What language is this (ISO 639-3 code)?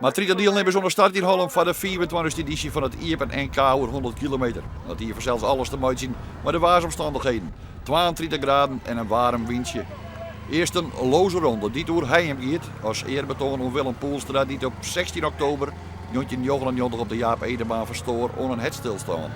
fry